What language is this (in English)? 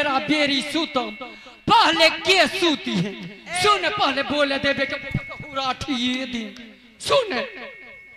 Bhojpuri